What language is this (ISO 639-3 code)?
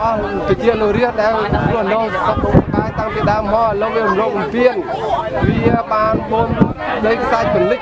khm